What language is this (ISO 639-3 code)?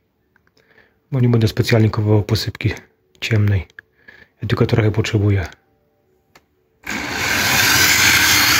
pol